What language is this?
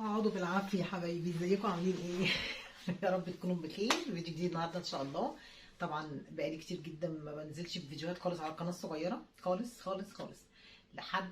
Egyptian Arabic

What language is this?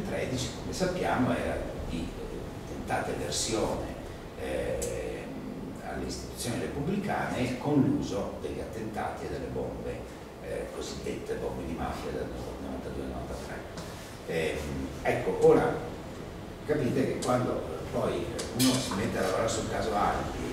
Italian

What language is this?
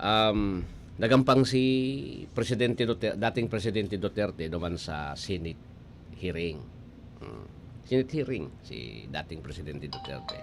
Bikol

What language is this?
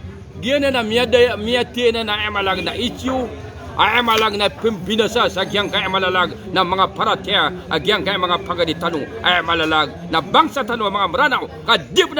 Maranao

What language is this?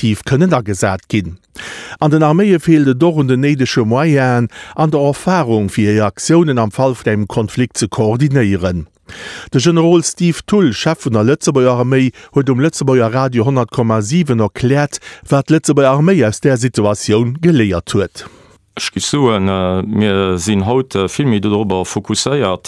Luxembourgish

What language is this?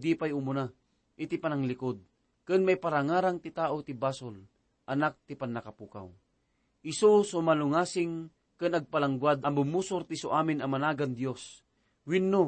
Iloko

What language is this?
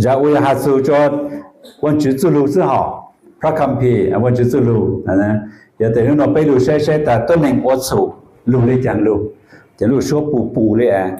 Hmong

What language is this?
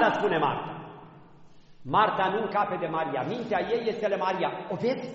Romanian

